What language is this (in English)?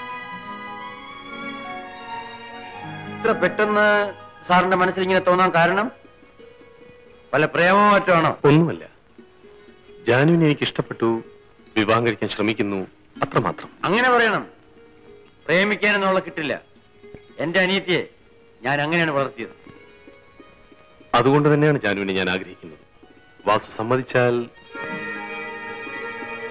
Malayalam